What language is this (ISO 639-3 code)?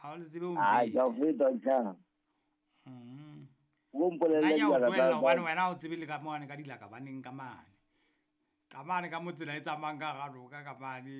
sot